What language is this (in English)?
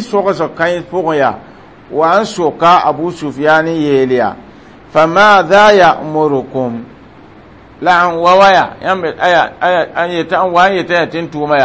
Mossi